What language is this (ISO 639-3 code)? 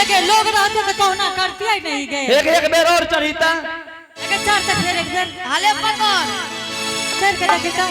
anp